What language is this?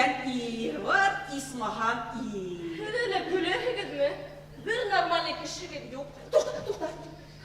Bashkir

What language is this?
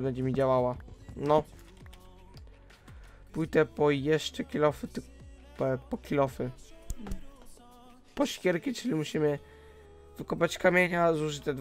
Polish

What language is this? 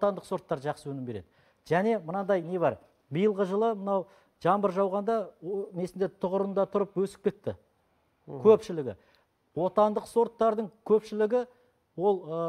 Kazakh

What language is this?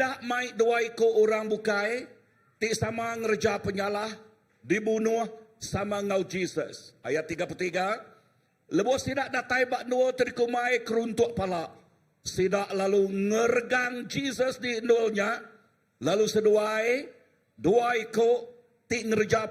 Iban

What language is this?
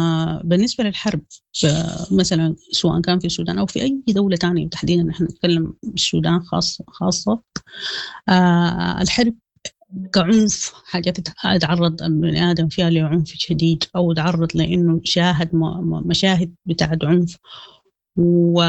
Sudanese Arabic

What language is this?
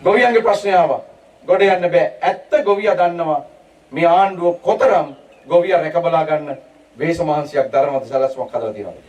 Sinhala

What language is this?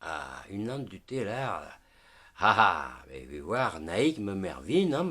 Breton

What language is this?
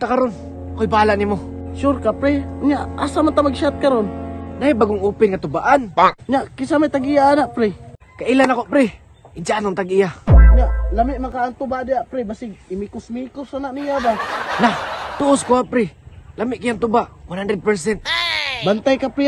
Cebuano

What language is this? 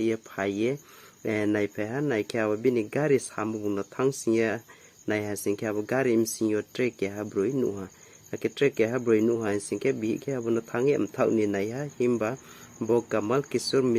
Riang (India)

